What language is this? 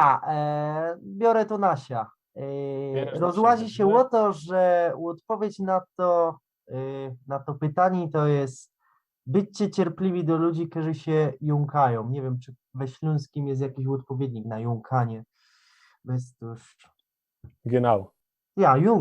Silesian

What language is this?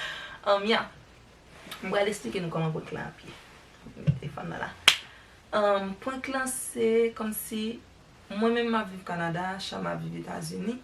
Haitian Creole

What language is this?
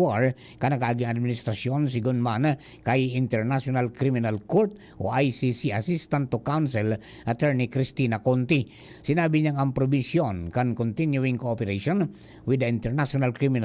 Bikol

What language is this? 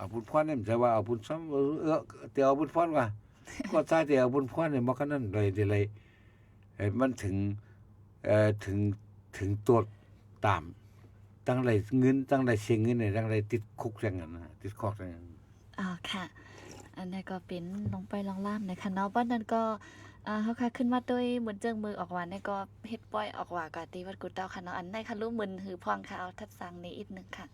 Shan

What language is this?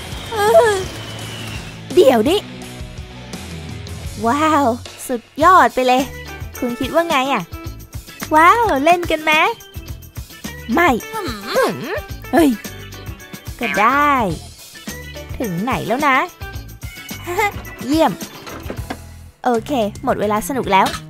Thai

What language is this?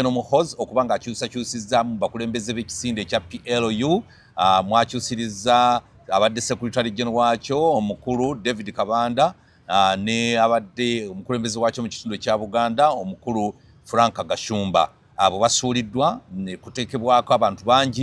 Ganda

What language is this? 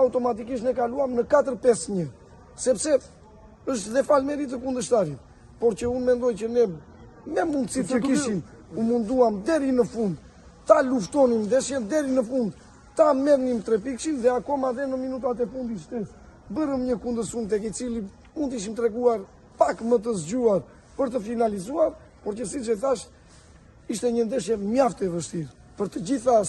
Albanian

